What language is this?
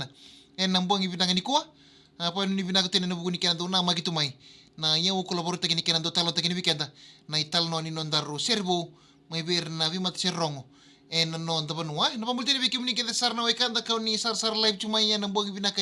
Fijian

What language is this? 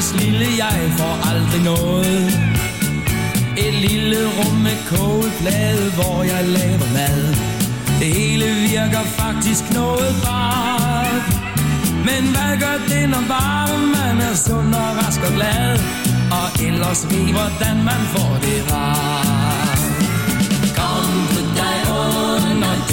Danish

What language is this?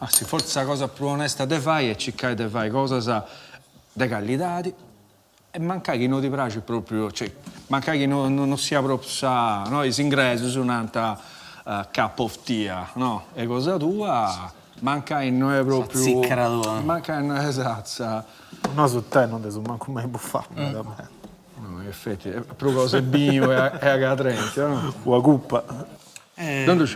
Sardinian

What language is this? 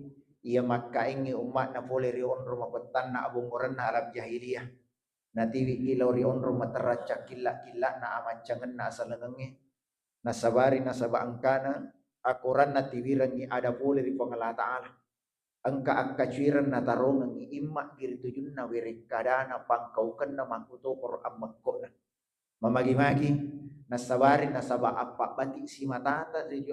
Buginese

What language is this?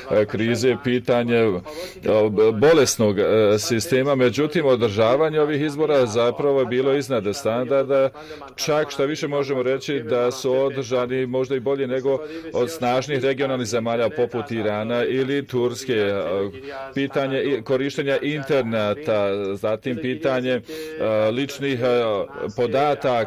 Bosnian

